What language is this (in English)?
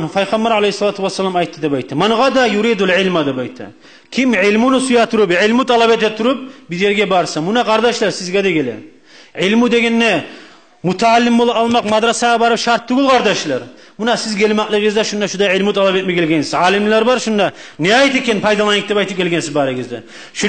Kumyk